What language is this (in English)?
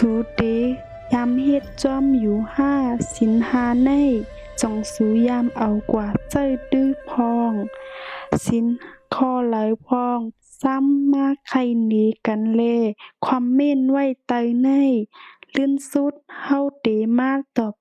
Shan